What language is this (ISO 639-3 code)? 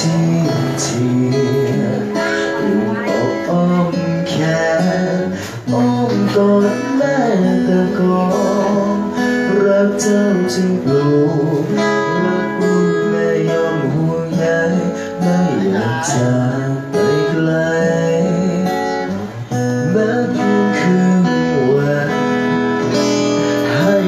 tha